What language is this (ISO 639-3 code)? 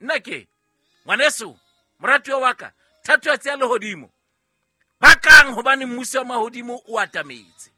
sot